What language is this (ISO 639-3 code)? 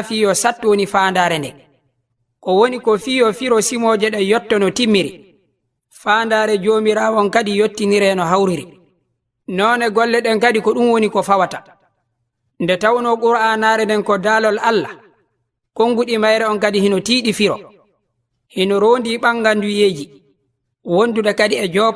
ful